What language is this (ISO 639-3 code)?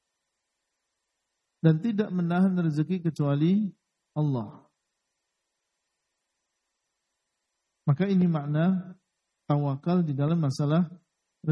ind